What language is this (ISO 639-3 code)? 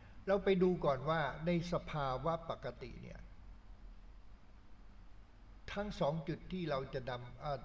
tha